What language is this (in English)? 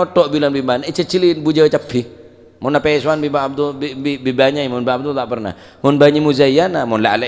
Madurese